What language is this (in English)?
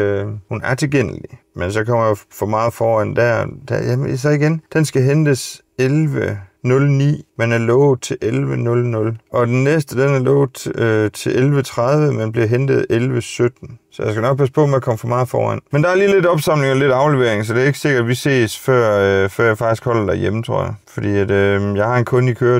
Danish